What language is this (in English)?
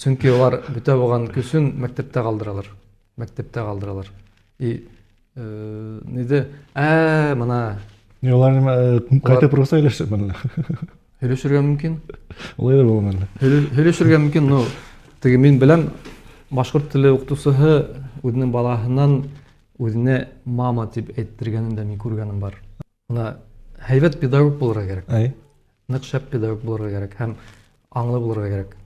Bashkir